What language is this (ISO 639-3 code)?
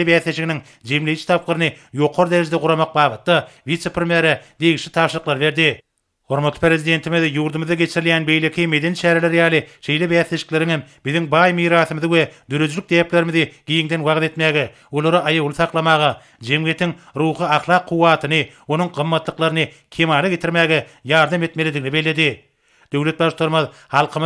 tuk